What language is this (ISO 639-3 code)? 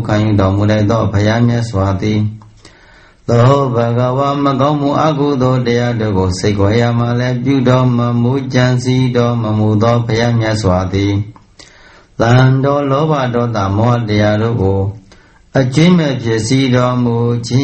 mya